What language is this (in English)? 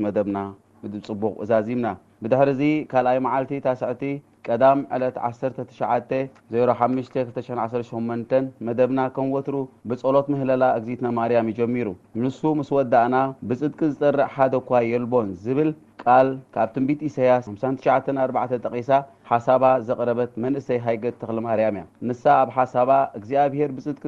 Tigrinya